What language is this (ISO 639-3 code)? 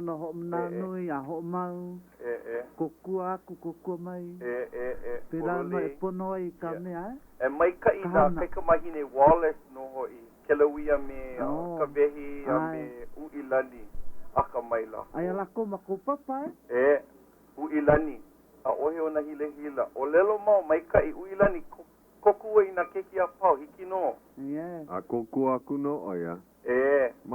haw